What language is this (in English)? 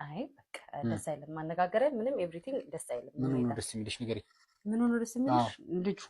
Amharic